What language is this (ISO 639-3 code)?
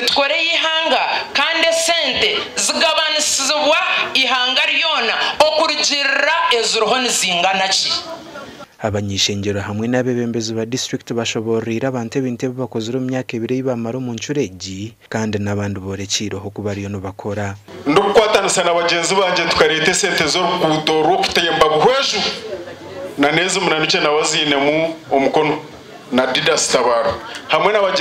nyn